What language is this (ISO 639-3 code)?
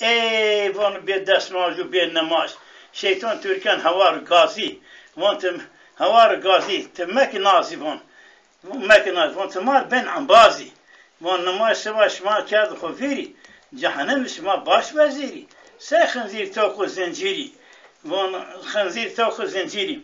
zza